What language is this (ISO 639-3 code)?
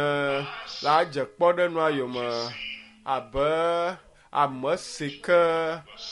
ewe